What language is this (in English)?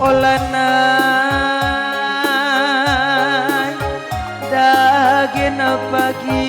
Batak Karo